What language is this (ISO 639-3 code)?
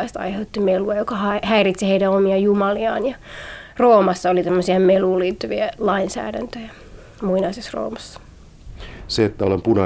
fin